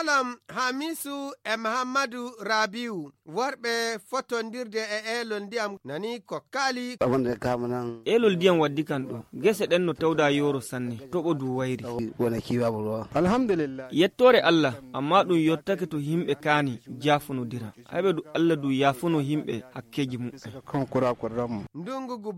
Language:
Fula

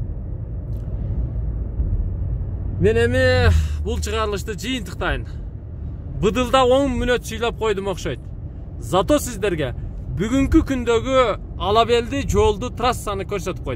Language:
Kyrgyz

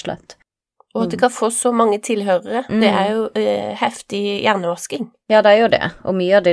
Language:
Norwegian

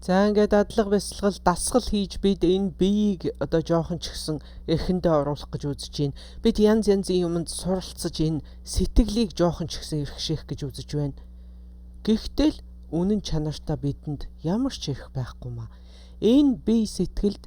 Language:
Mongolian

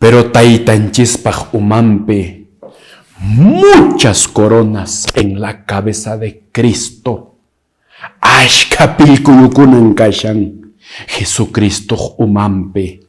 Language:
Quechua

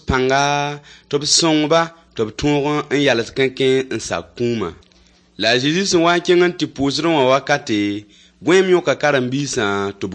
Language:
Mossi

